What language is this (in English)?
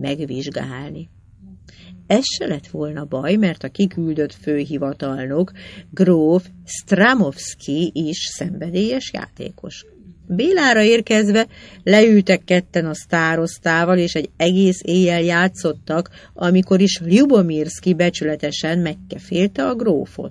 Hungarian